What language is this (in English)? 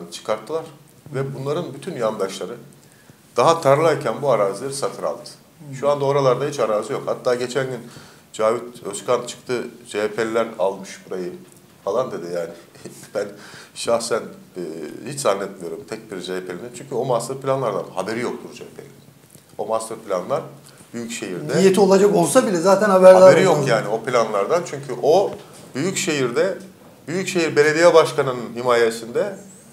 Turkish